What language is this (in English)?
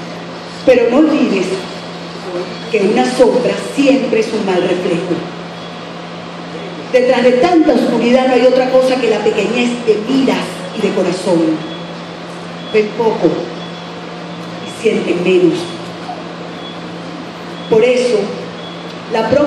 Spanish